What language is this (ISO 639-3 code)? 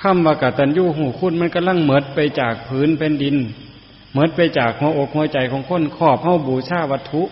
tts